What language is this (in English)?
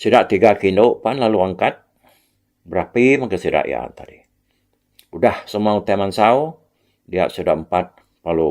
Iban